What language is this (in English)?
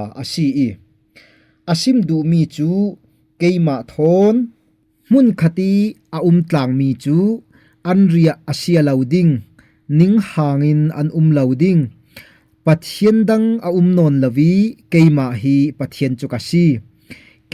Falam Chin